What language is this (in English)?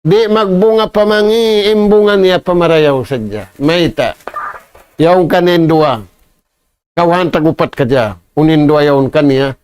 Tausug